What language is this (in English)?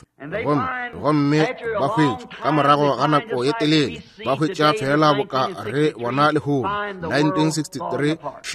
Northern Sotho